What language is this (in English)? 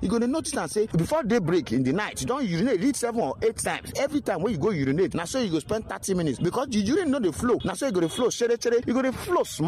Nigerian Pidgin